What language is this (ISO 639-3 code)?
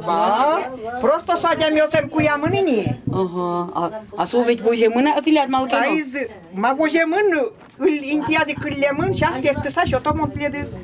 udm